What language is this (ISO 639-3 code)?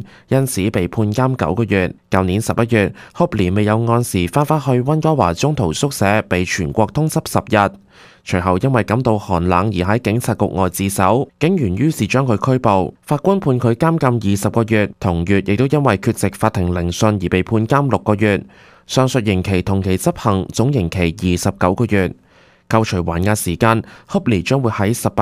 yue